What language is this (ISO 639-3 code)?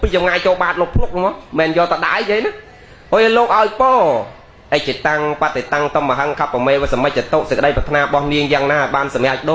khm